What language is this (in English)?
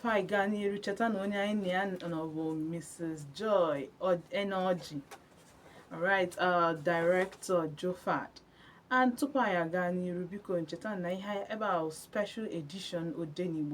Igbo